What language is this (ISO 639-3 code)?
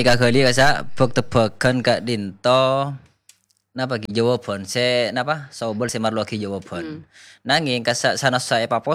mad